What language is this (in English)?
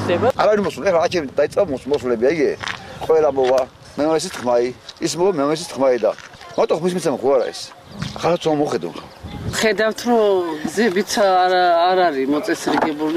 Georgian